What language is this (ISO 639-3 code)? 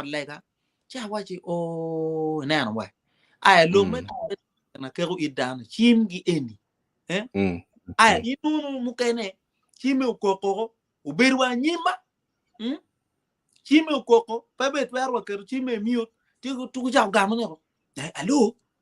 ach